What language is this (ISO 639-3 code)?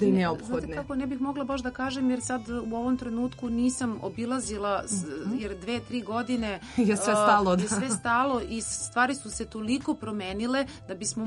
srp